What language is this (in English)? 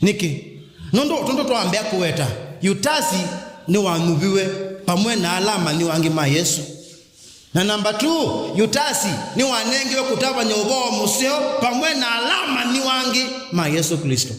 Kamba